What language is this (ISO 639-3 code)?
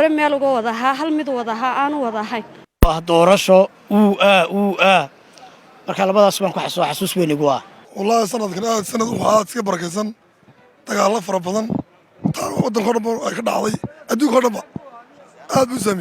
som